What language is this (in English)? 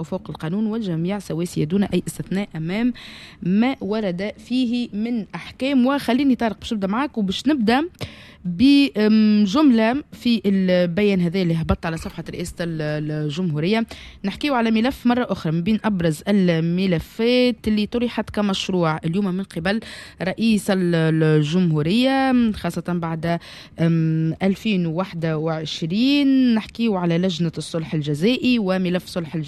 Tunisian Arabic